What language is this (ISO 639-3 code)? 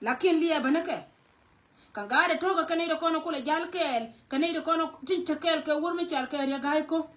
nus